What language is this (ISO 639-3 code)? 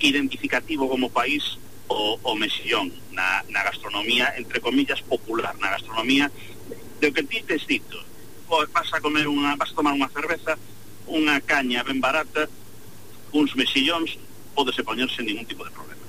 glg